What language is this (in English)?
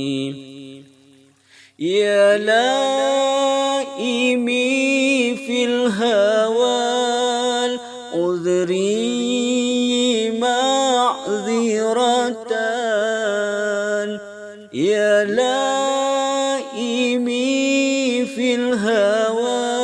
Arabic